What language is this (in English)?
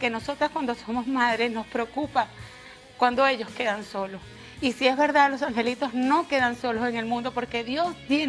Spanish